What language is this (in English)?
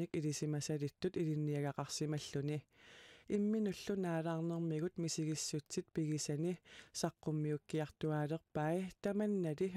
Kalaallisut